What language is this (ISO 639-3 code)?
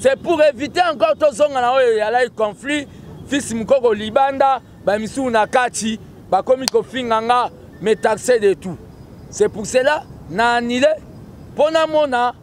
lin